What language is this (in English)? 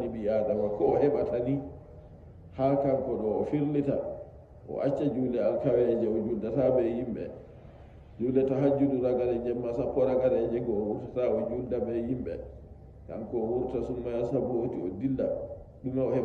Fula